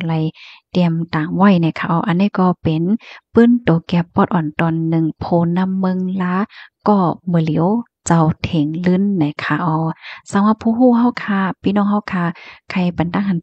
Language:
Shan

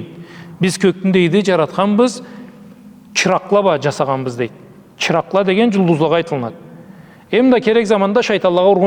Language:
Karachay-Balkar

